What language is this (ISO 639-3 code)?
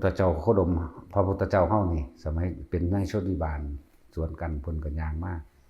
tts